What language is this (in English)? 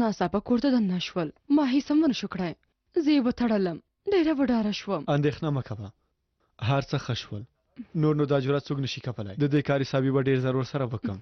Pashto